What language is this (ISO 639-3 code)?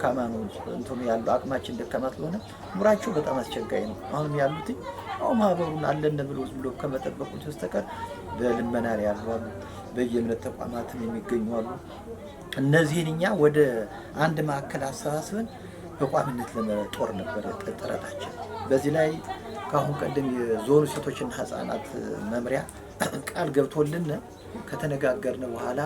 amh